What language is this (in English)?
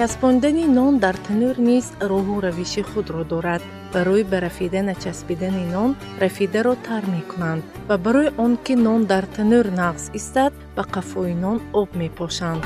Tajik